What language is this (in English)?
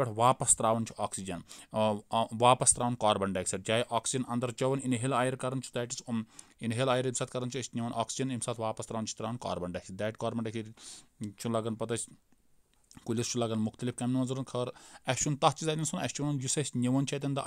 Kashmiri